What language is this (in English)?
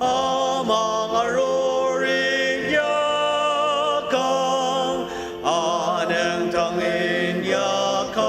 Ao Naga